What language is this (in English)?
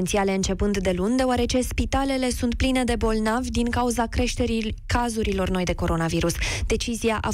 Romanian